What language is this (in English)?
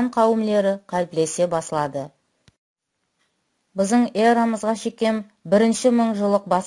Kara-Kalpak